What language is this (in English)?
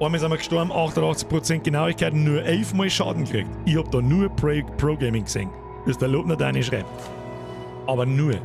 Bavarian